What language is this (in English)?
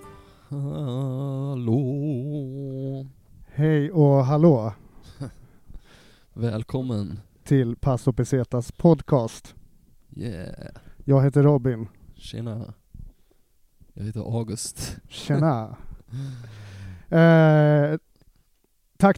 Swedish